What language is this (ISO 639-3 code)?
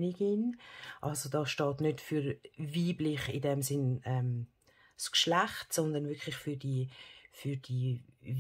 gsw